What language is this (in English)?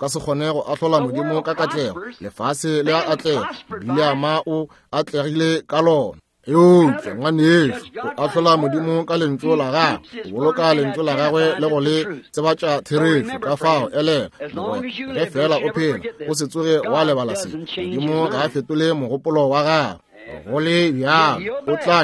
Northern Sotho